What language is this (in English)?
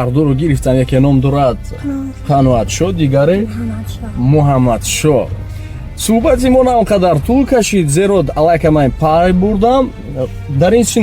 Tajik